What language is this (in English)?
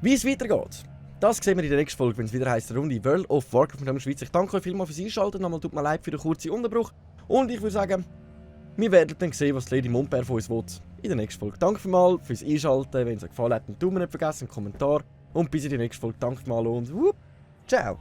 Swiss German